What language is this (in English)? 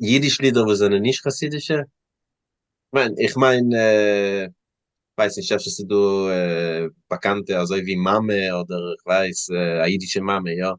Yiddish